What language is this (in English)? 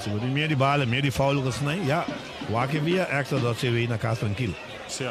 Papiamento